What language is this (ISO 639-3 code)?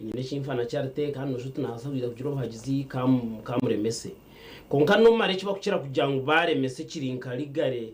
nyn